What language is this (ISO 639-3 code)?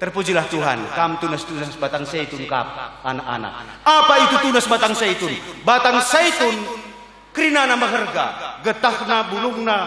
btx